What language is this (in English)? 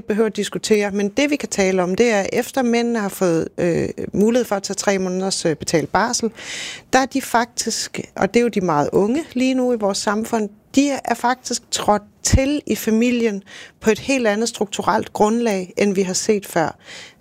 Danish